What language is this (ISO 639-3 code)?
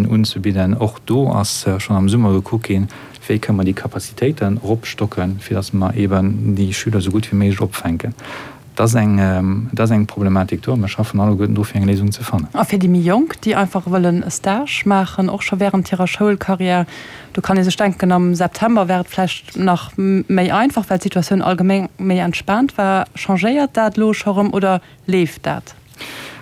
ltz